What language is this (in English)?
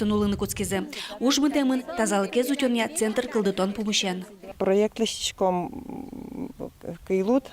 Udmurt